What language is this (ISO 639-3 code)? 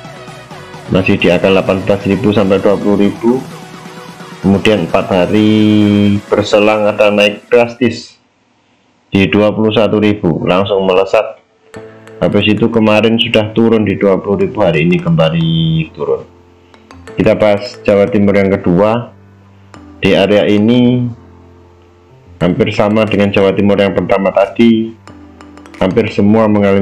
ind